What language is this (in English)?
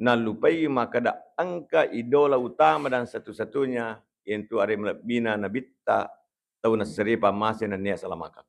Buginese